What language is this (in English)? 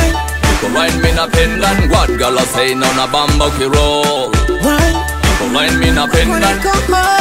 Swahili